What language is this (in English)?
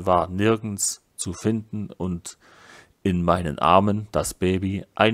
German